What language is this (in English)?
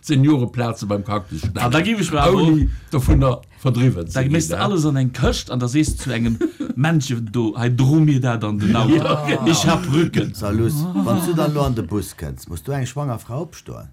Luxembourgish